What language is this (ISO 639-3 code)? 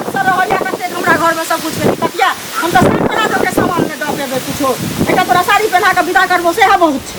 mai